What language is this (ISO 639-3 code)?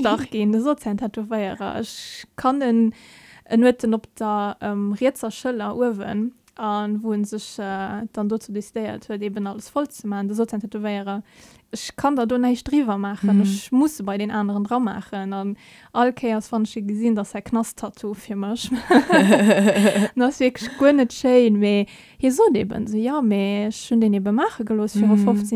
ltz